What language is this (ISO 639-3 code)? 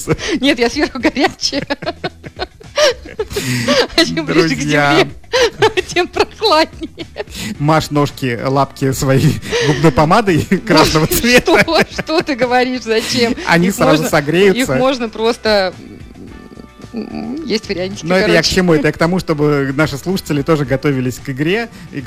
rus